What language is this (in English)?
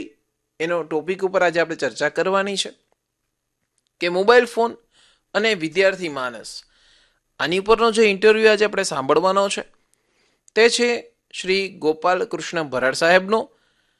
Gujarati